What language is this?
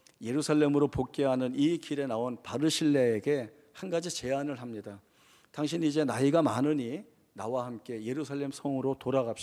Korean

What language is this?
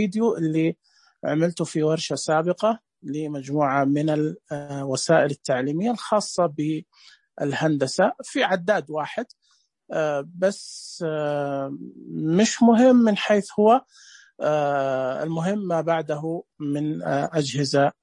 Najdi Arabic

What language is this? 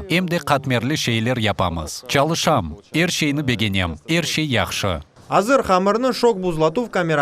Crimean Tatar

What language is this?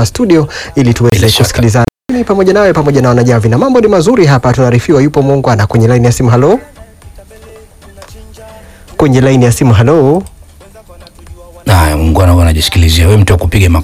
Swahili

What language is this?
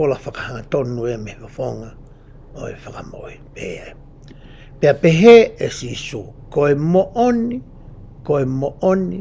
Tongan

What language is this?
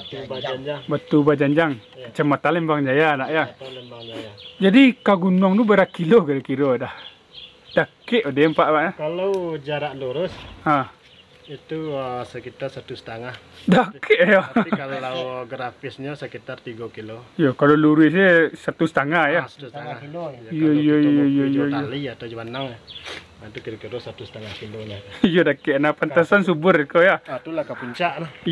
Minangkabau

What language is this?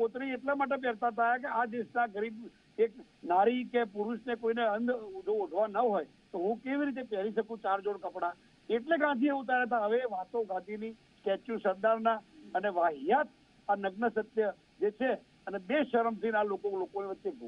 Gujarati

